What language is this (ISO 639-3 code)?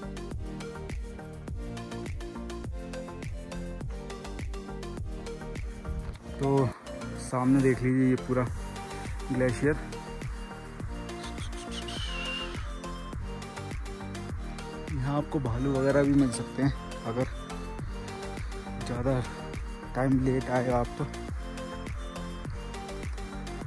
hin